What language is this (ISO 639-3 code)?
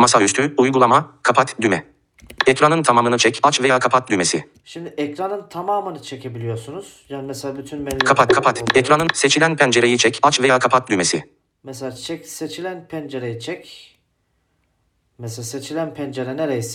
tur